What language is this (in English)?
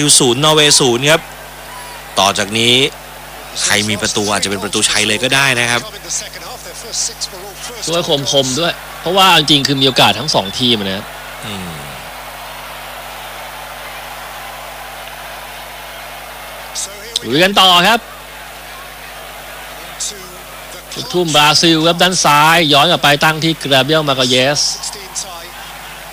Thai